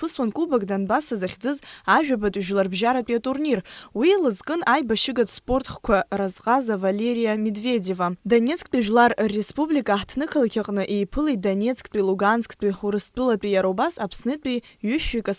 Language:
Abkhazian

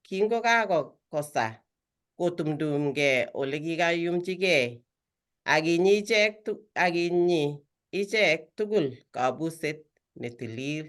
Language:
Kalenjin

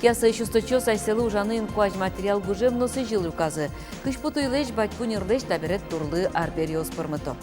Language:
Udmurt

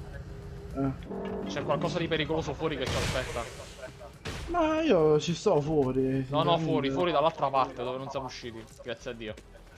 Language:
Italian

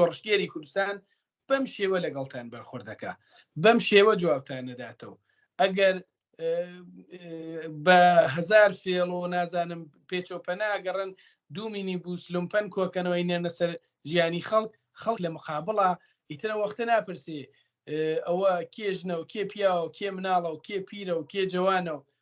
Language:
Central Kurdish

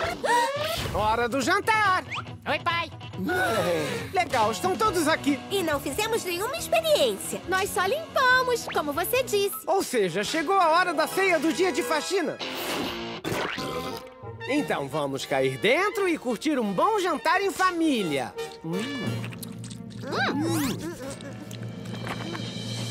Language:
Portuguese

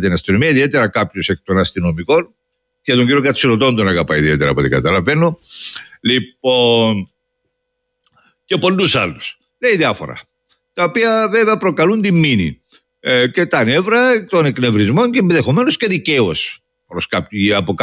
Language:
Greek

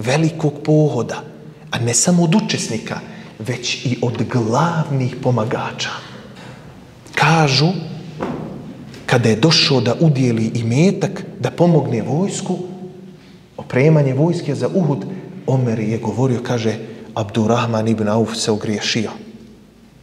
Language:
Bosnian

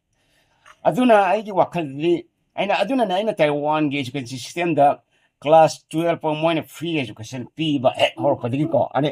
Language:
Manipuri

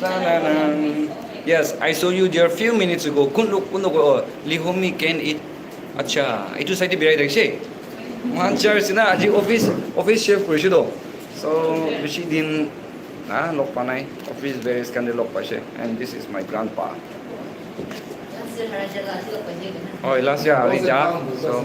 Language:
Naga Pidgin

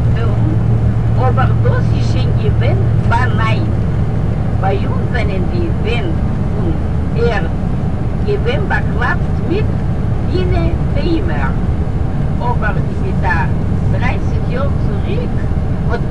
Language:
Yiddish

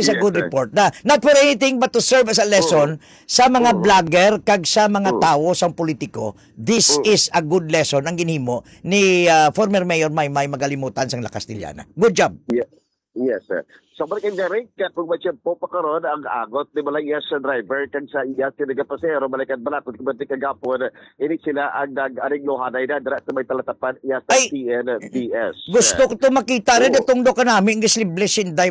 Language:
Hiligaynon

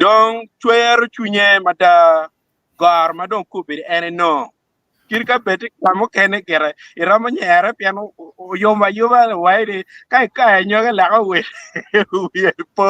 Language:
Acoli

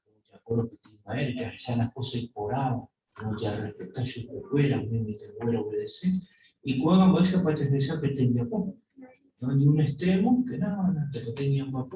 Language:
Guarani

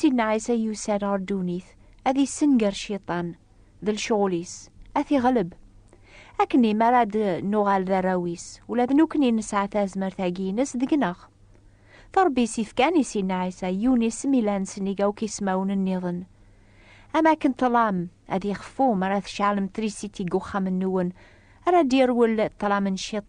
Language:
Kabyle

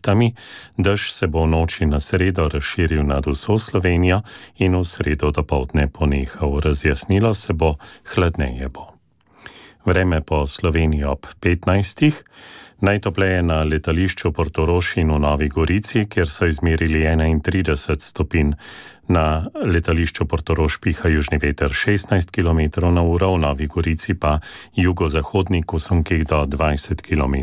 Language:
Slovenian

